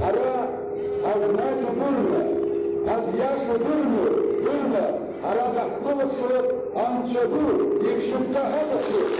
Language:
Abkhazian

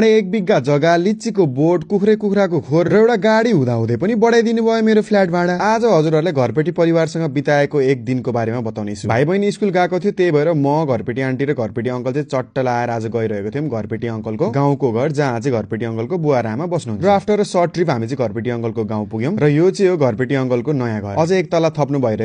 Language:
Nepali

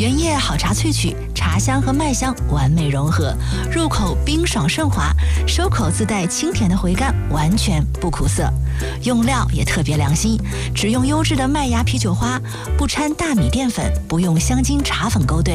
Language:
Chinese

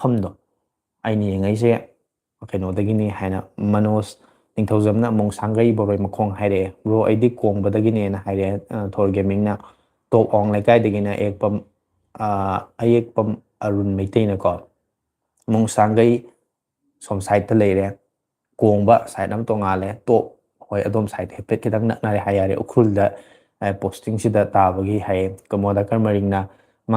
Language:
Manipuri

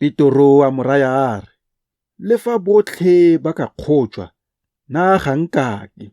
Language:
Tswana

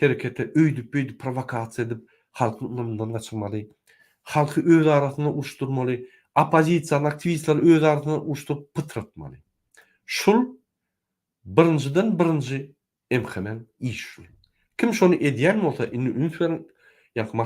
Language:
Turkmen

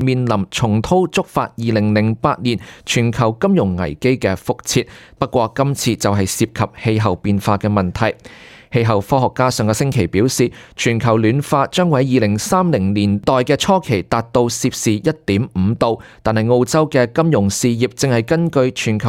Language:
Cantonese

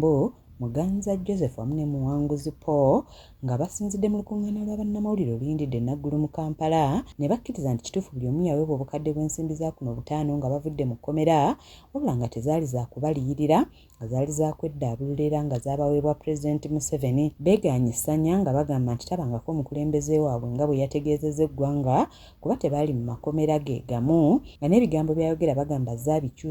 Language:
Ganda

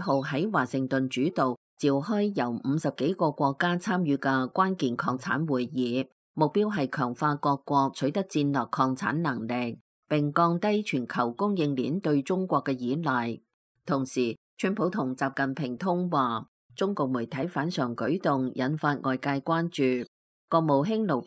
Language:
Cantonese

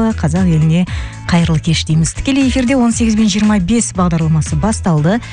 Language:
Kazakh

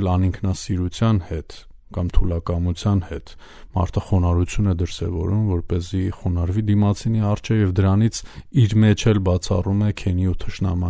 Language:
Armenian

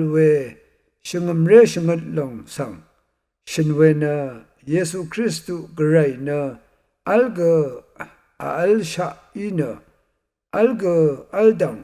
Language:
Rawang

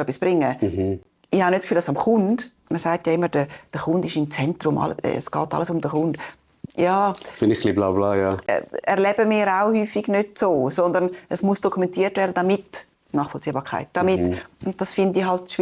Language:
Swiss German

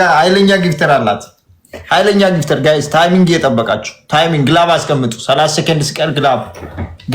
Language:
Amharic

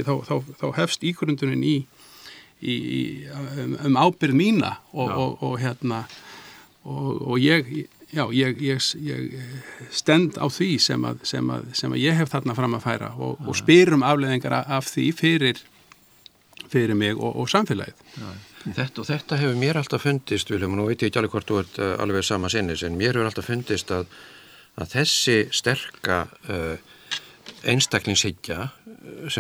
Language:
Icelandic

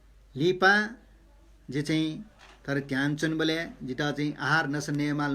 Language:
Newari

